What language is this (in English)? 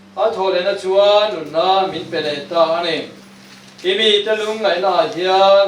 Mizo